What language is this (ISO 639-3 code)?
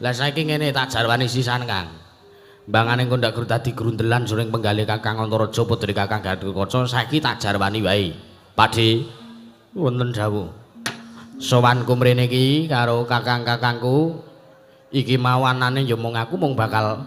jav